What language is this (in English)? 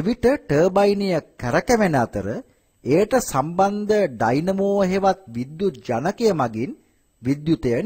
Sinhala